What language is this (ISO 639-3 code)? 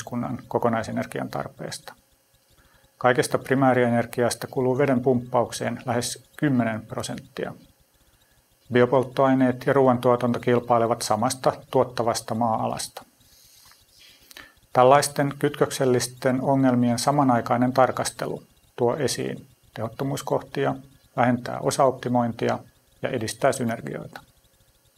fin